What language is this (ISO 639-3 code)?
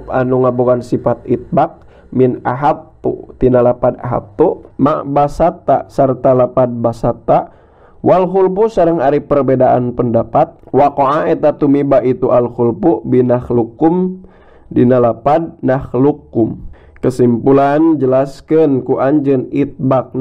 sun